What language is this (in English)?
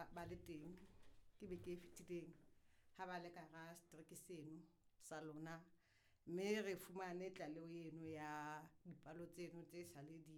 Southern Sotho